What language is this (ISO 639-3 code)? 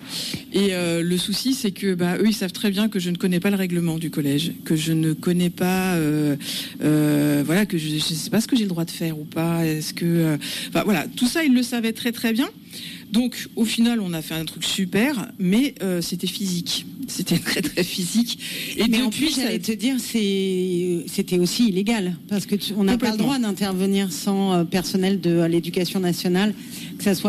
fra